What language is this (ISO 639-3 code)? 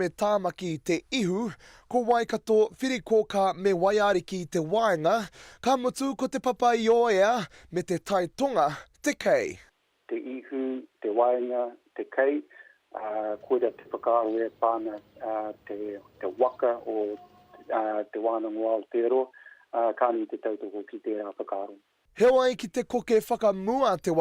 mri